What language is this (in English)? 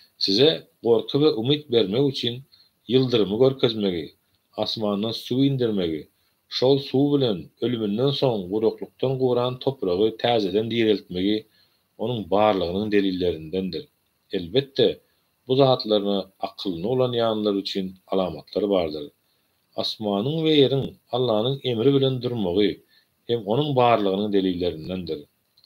Turkmen